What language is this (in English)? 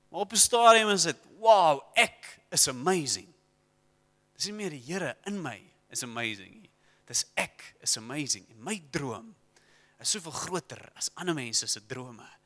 Afrikaans